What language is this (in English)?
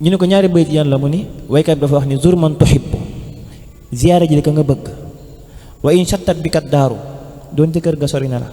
Wolof